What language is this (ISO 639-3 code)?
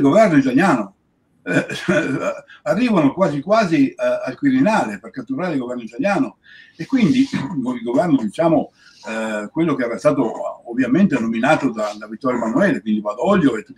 ita